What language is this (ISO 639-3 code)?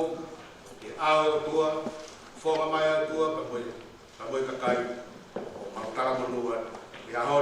ton